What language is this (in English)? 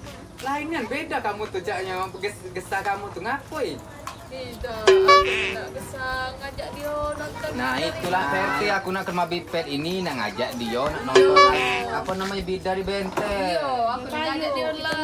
Musi